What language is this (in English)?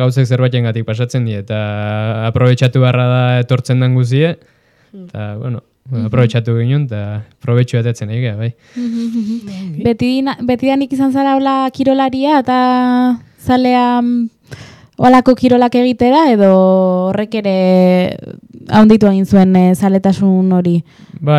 Basque